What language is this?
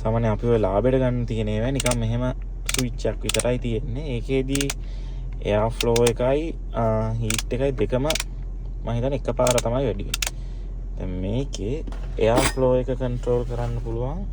Sinhala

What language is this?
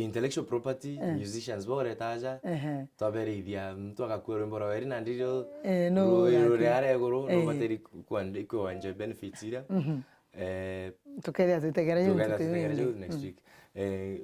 Meru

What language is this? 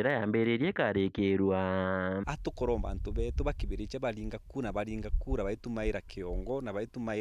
Meru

